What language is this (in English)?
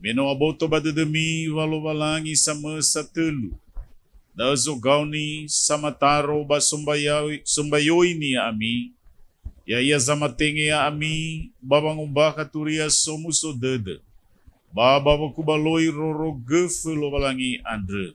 Nias